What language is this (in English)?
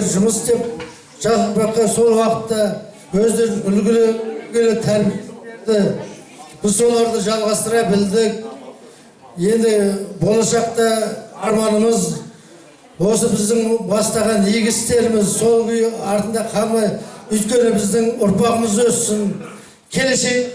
Kazakh